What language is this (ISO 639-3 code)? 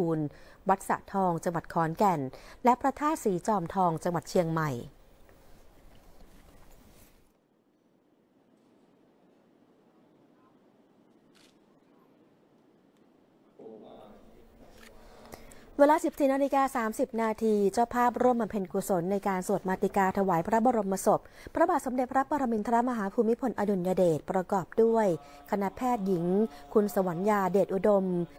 tha